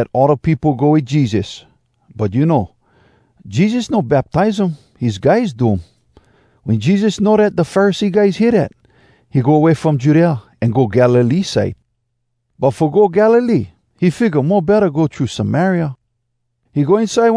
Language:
Hawai'i Creole English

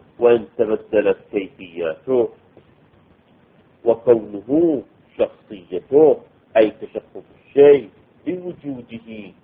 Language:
Arabic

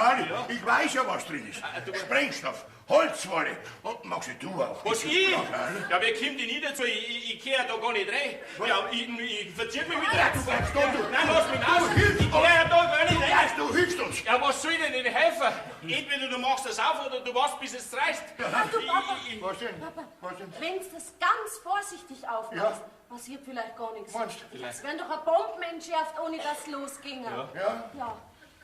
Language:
Bavarian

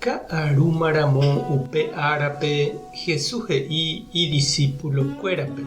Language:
Guarani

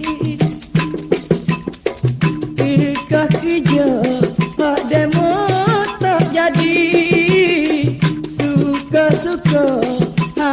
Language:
Pattani Malay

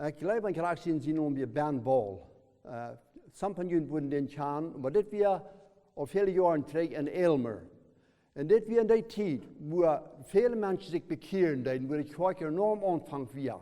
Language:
Plautdietsch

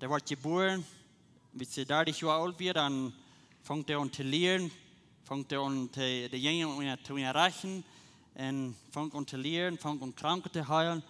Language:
Plautdietsch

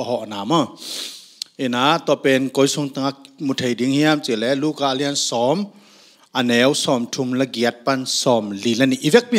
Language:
Tedim Chin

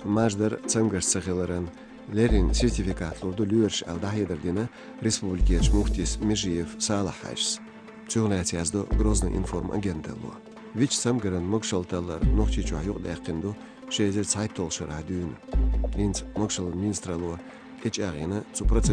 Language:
Chechen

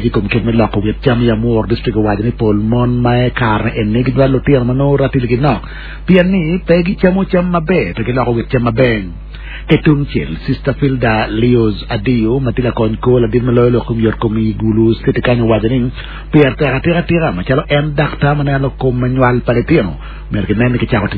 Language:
Acoli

